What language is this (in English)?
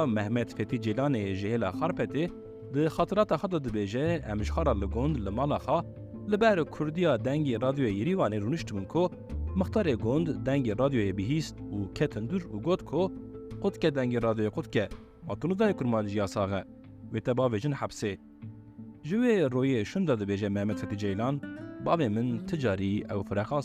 Kurdish